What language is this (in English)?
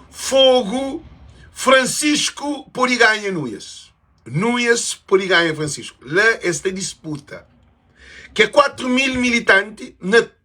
Kabuverdianu